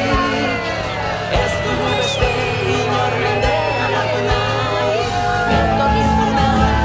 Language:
Basque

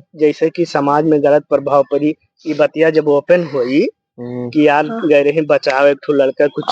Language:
Awadhi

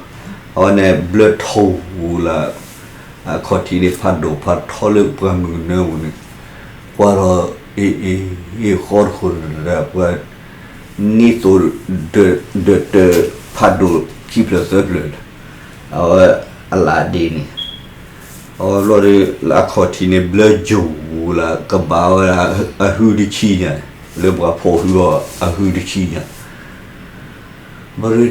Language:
S'gaw Karen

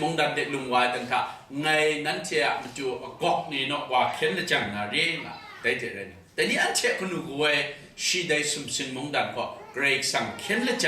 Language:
Kachin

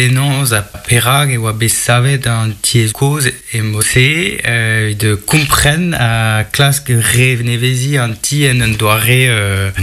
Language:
Breton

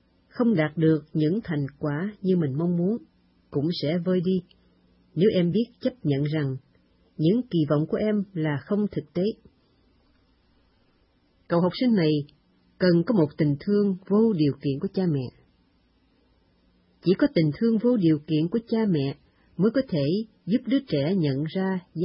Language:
Vietnamese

